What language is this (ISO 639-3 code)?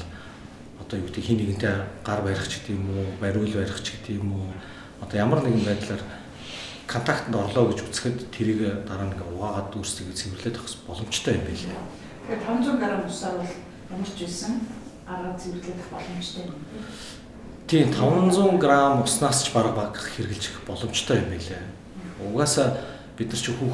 mon